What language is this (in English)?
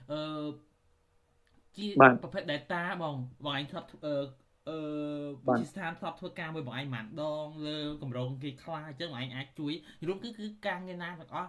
Khmer